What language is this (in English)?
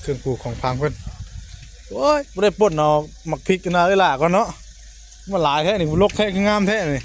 Northeastern Thai